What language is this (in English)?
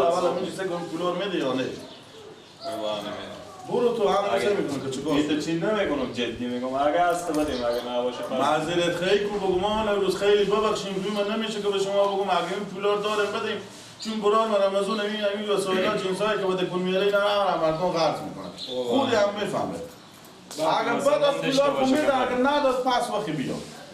Persian